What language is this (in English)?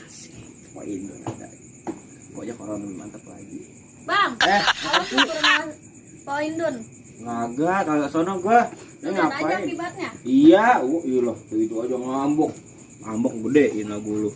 Betawi